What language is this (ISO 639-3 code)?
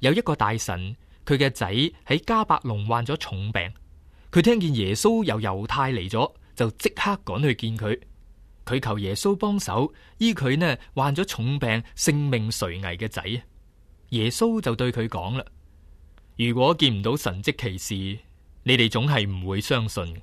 yue